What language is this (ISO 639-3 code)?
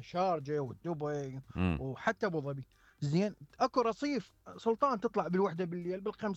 acm